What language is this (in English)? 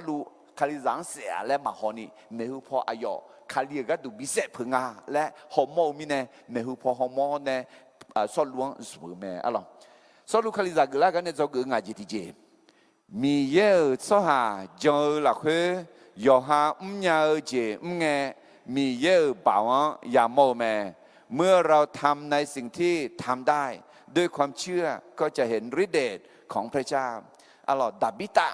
Akha